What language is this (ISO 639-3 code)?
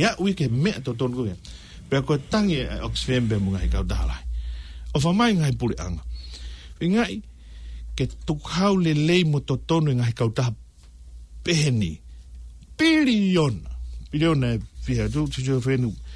ton